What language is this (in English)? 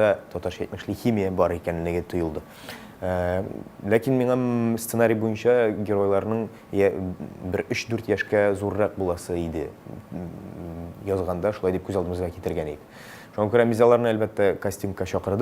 Tatar